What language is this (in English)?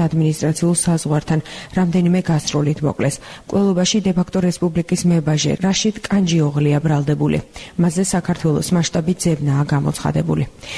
Georgian